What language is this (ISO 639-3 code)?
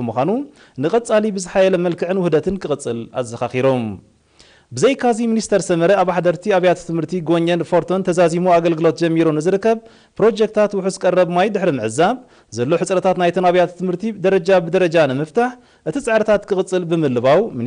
tir